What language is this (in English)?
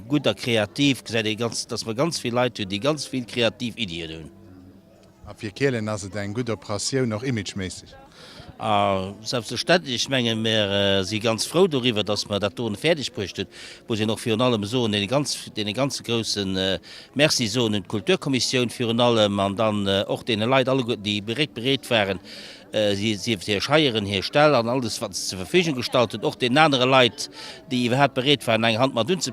Luxembourgish